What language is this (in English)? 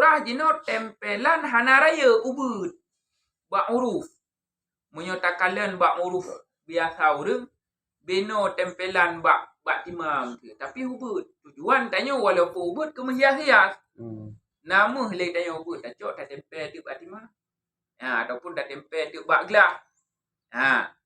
Achinese